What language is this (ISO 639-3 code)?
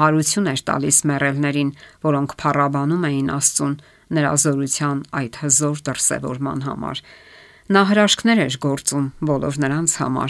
hye